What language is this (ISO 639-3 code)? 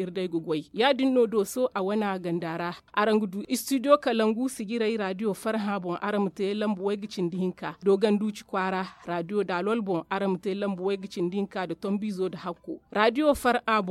dje